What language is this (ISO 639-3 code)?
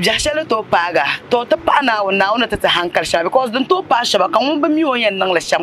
dag